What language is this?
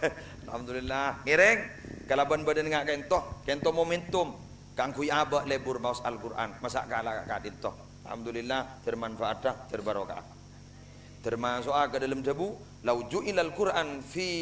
Madurese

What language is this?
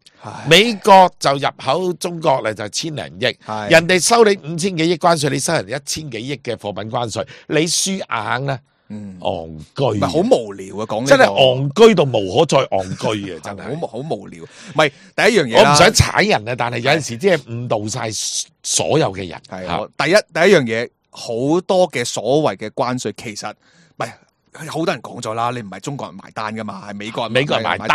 Cantonese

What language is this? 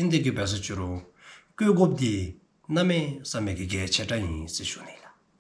Dzongkha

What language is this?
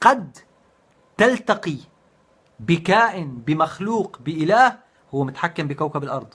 North Levantine Arabic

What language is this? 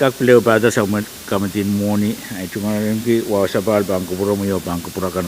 Pohnpeian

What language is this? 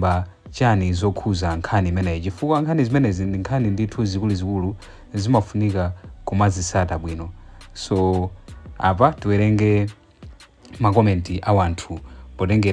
Nyanja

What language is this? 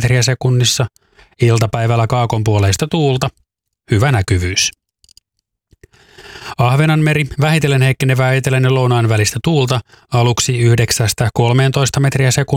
Finnish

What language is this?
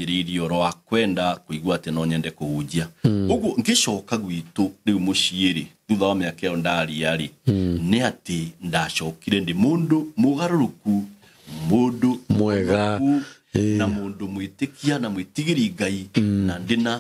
Kikuyu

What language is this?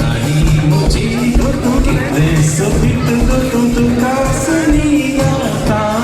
Konkani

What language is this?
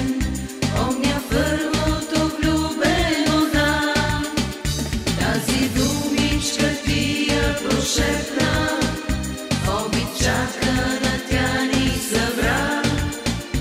Bulgarian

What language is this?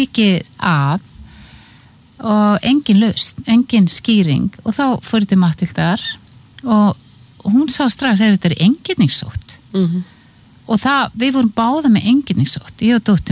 Icelandic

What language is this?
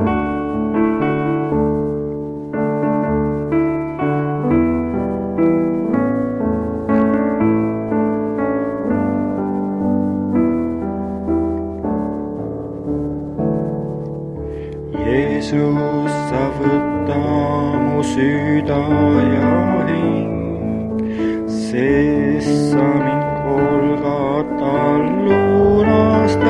Estonian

